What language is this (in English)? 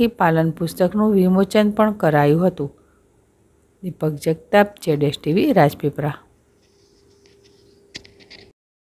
Gujarati